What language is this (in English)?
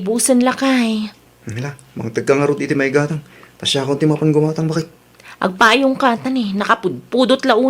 Iloko